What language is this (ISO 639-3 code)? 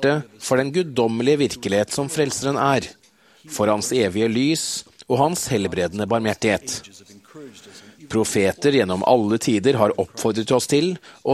nor